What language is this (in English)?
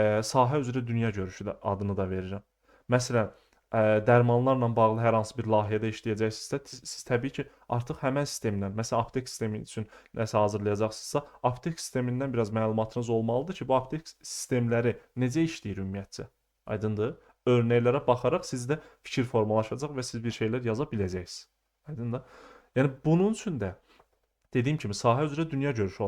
Azerbaijani